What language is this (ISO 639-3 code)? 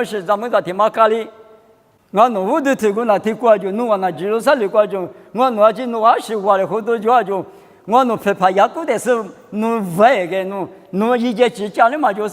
lis